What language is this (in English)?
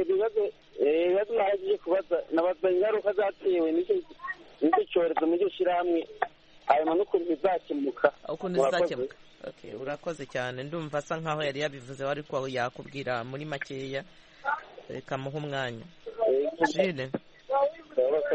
Kinyarwanda